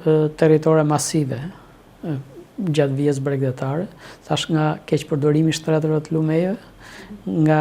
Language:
Albanian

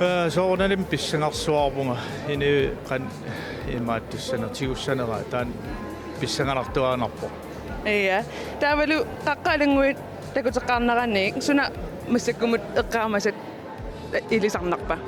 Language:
Kalaallisut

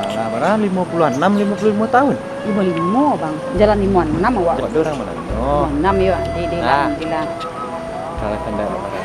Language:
Minangkabau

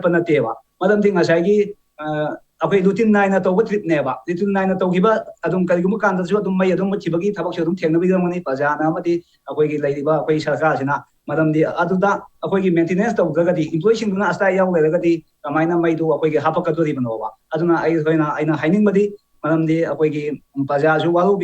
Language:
Manipuri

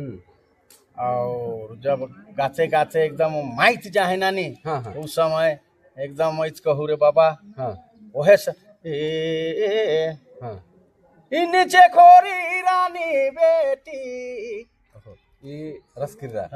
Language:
Sadri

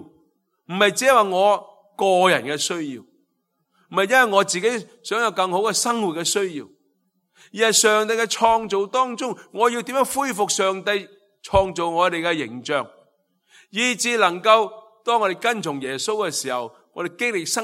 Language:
Cantonese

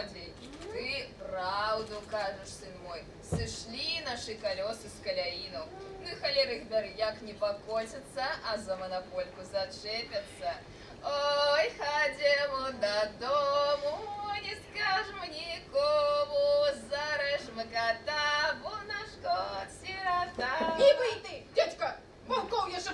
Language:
Belarusian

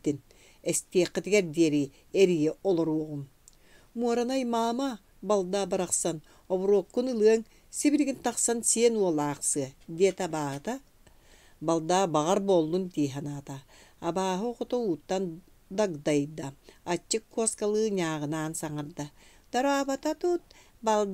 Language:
Yakut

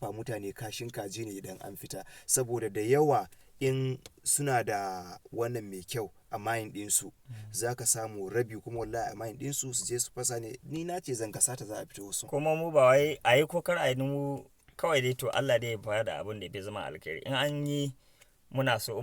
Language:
Hausa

